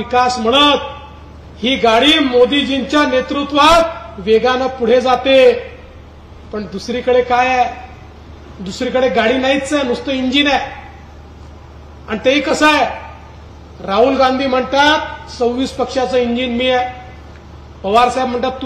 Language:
Marathi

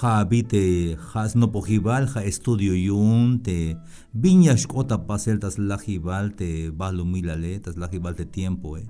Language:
Tzeltal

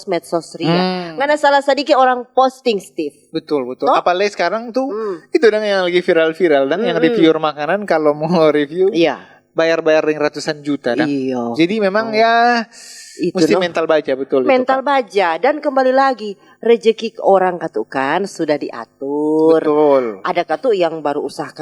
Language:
Manado Malay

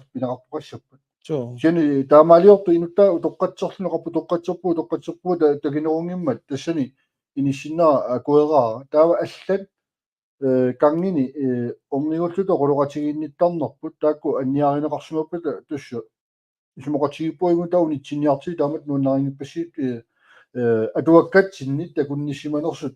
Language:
Kalaallisut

